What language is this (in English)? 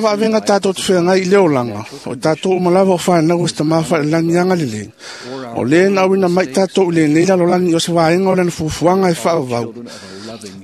Samoan